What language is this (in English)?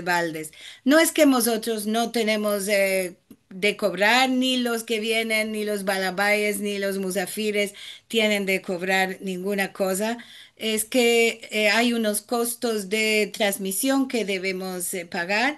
Ladino